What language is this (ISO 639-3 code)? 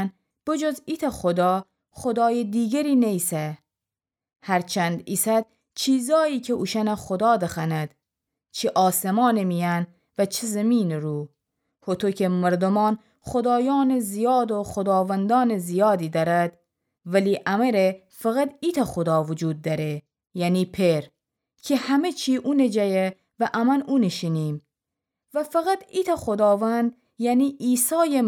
glk